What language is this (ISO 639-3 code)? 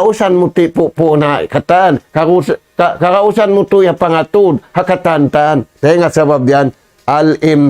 tsg